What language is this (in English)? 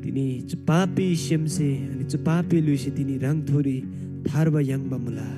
Eastern Tamang